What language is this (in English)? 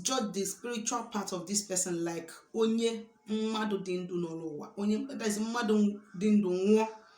Igbo